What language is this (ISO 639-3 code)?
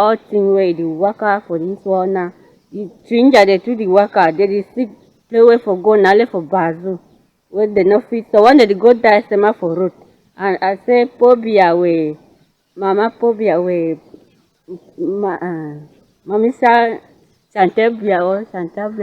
wes